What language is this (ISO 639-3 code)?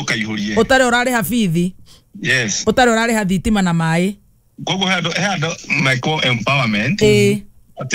kik